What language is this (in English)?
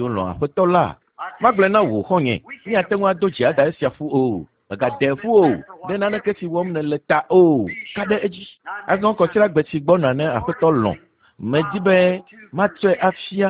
Ewe